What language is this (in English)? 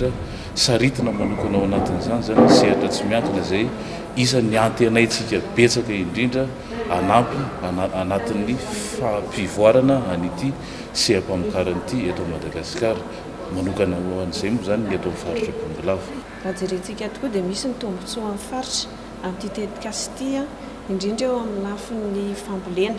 Malagasy